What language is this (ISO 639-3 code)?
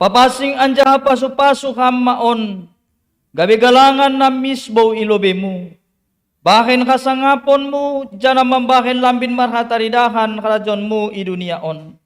bts